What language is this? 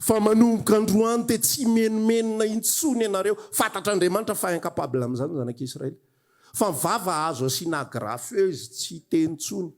Malagasy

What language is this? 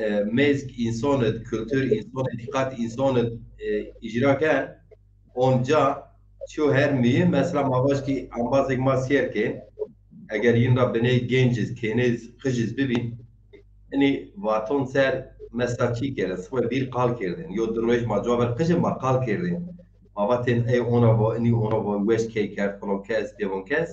Zaza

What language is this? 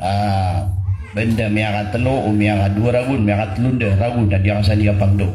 Maranao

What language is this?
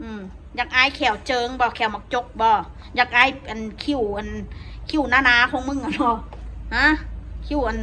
Northeastern Thai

